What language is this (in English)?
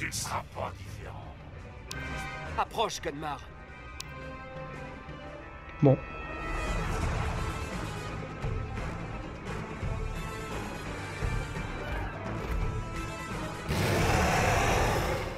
French